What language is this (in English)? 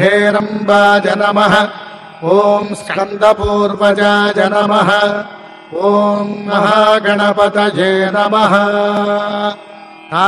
Telugu